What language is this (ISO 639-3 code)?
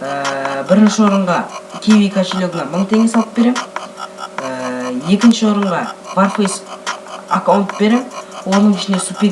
kaz